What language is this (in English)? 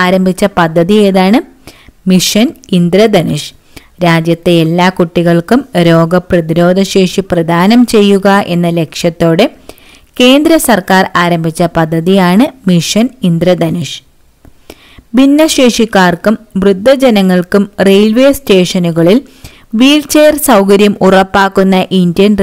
Malayalam